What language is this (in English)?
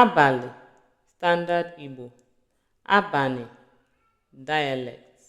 Igbo